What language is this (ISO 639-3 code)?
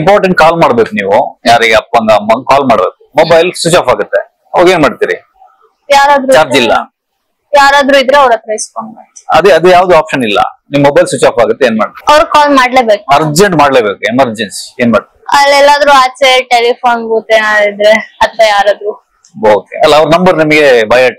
kan